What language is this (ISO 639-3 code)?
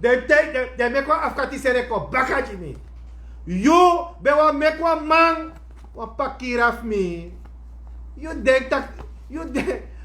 srn